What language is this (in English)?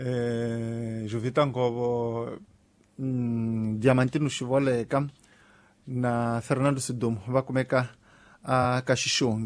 Tsonga